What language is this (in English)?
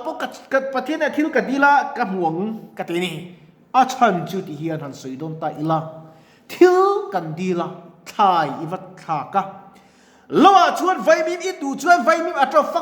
Mizo